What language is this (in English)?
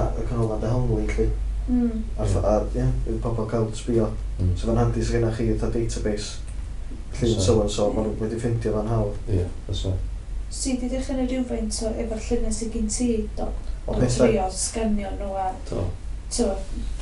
Welsh